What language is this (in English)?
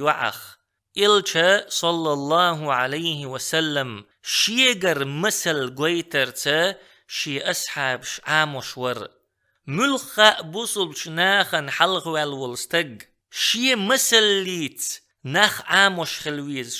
Chechen